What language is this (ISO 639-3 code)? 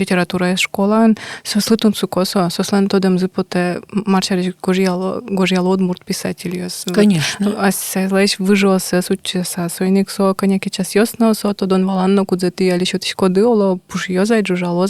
udm